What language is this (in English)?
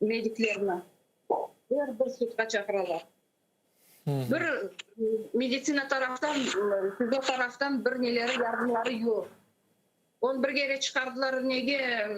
Crimean Tatar